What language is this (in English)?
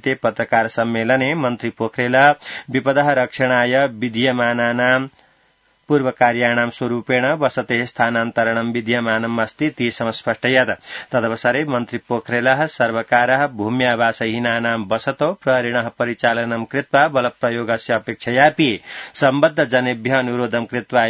Sanskrit